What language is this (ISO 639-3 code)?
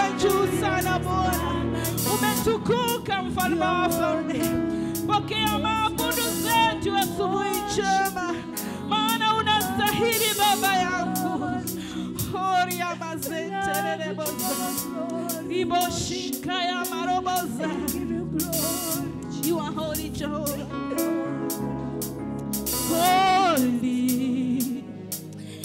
swa